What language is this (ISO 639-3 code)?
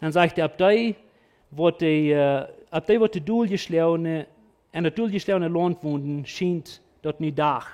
pdt